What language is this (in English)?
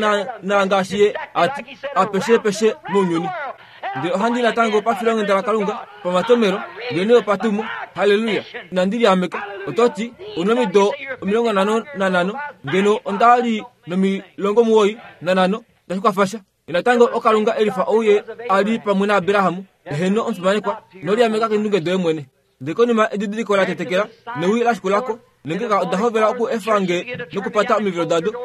Kuanyama